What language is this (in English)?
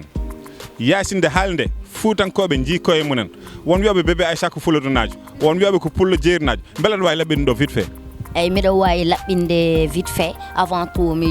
Fula